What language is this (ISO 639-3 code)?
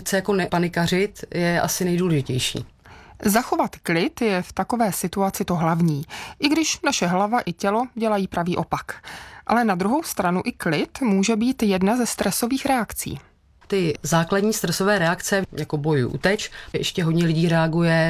ces